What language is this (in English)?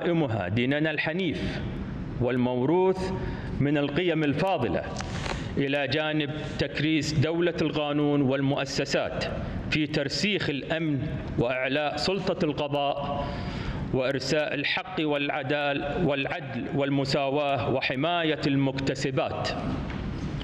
Arabic